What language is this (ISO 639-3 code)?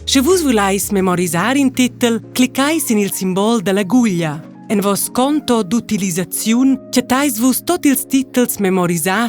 roh